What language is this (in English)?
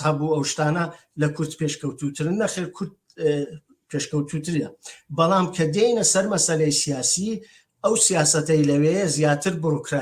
Central Kurdish